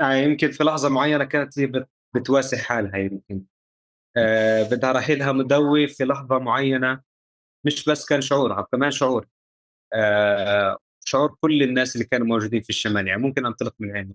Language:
North Levantine Arabic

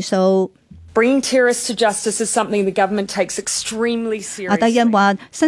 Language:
Cantonese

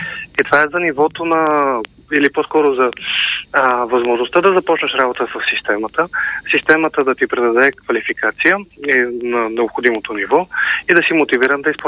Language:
Bulgarian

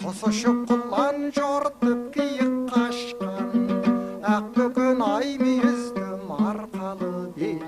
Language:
Kazakh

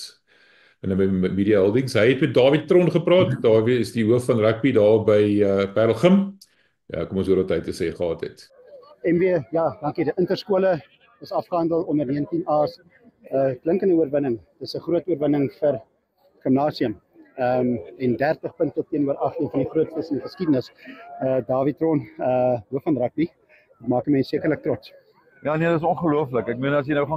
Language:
Afrikaans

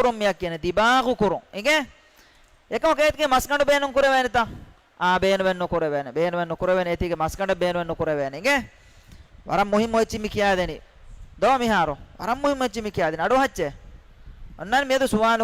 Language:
Divehi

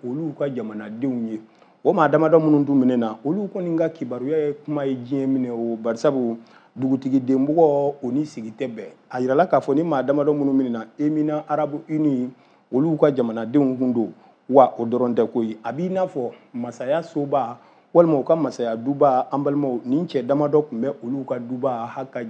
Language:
Bambara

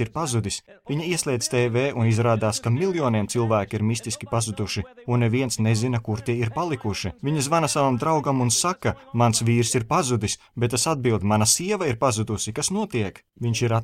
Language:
Latvian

